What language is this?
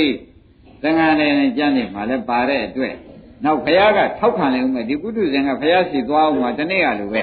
Burmese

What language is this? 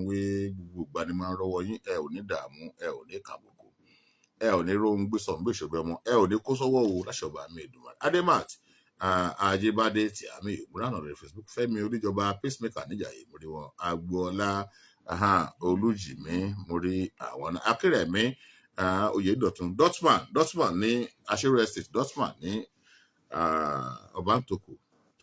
Yoruba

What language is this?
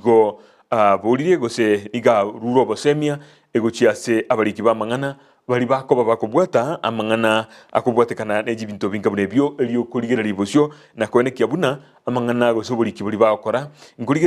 Gusii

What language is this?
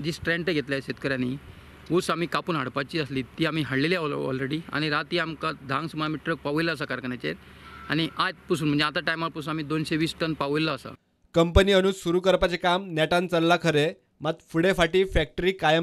Konkani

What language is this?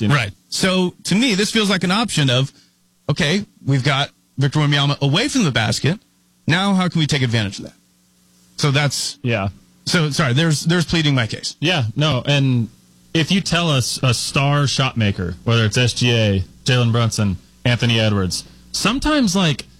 English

